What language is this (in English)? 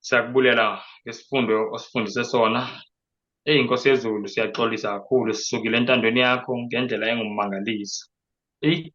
Zulu